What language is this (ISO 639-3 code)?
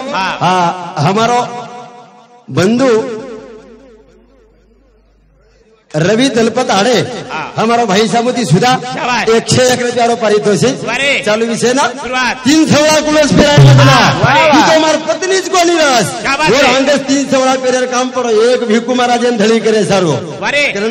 lmn